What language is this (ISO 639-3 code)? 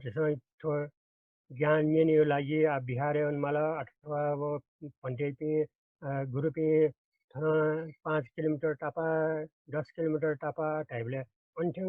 new